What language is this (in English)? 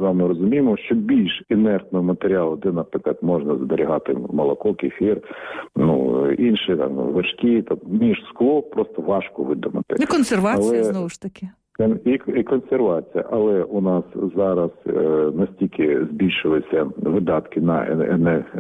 Ukrainian